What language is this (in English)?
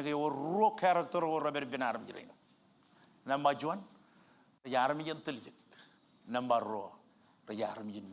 Marshallese